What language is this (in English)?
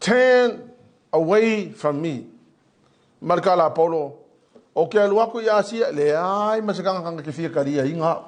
Samoan